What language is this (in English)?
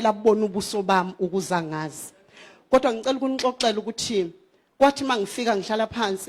Zulu